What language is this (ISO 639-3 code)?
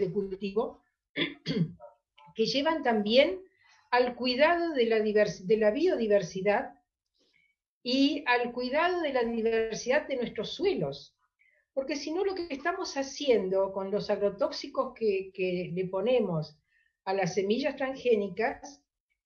spa